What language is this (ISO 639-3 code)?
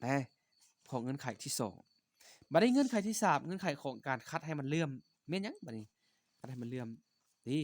lao